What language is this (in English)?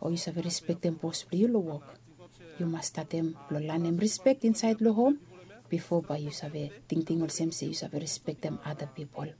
Bislama